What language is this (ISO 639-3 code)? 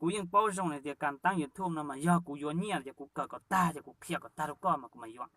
hmn